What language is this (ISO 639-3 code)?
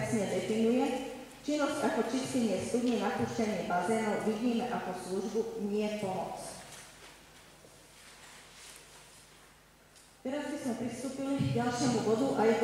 slk